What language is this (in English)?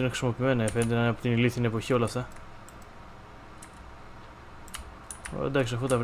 Greek